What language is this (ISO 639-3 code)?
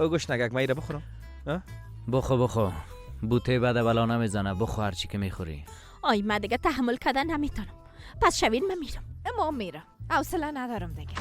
fas